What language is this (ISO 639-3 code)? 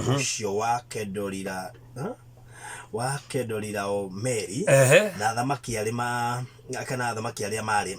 kik